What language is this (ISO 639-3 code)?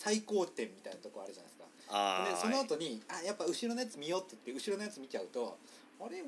jpn